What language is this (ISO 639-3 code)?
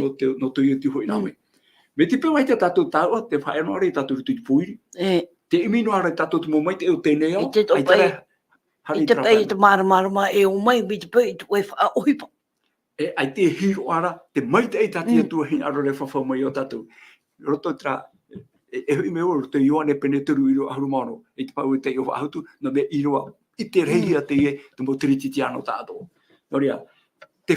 tah